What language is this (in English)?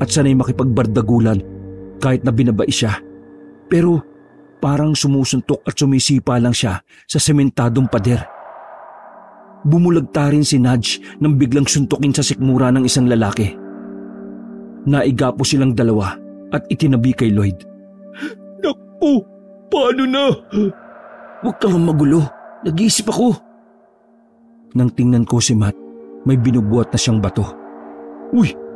Filipino